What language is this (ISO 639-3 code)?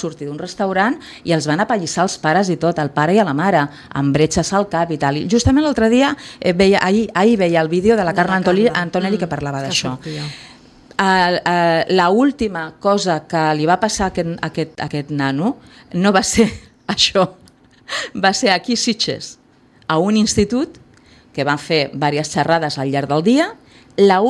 cat